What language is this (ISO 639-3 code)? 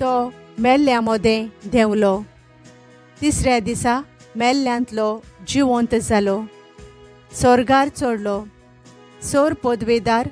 kok